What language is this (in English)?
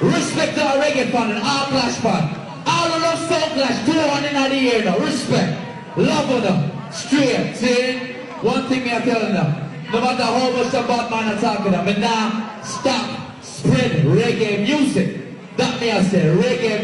Jamaican Creole English